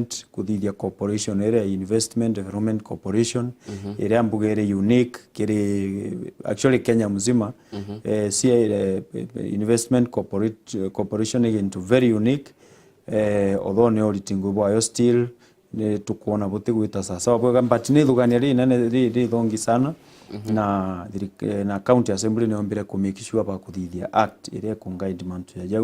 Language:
Meru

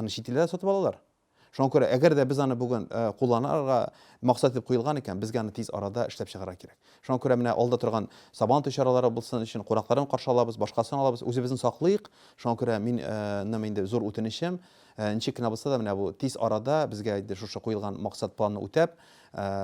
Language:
Tatar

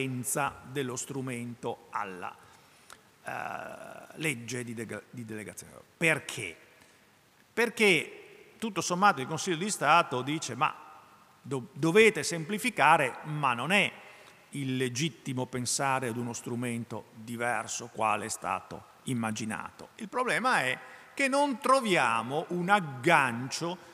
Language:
Italian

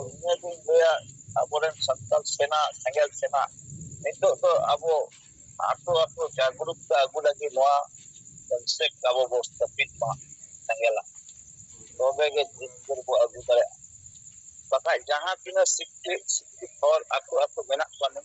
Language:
Santali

